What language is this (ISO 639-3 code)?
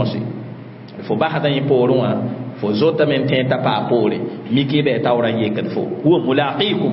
mos